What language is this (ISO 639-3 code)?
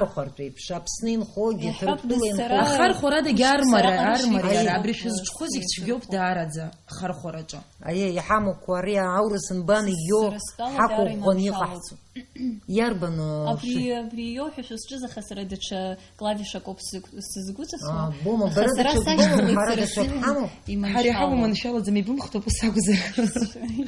abk